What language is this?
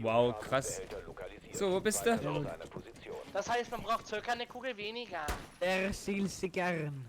Swiss German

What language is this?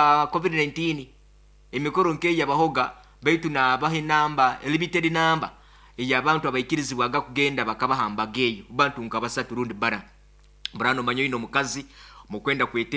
Nyoro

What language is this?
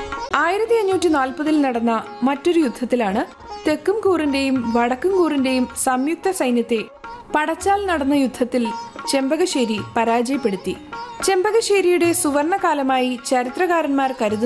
Malayalam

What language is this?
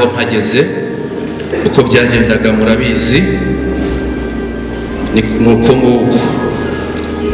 Kinyarwanda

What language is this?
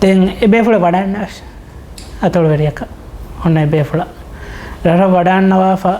Divehi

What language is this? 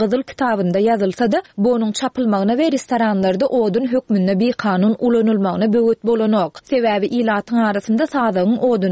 Turkmen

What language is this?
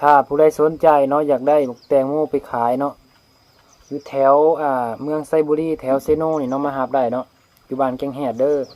Lao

